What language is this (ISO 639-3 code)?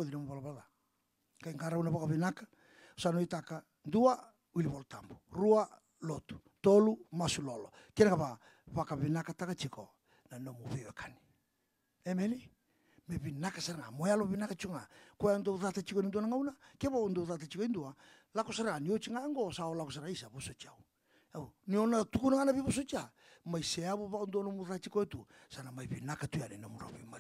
fij